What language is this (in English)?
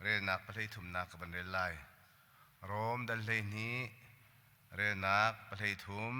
Hakha Chin